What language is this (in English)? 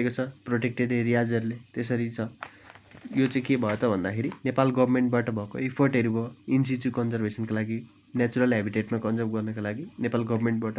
Nepali